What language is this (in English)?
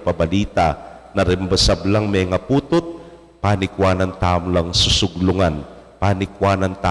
Pampanga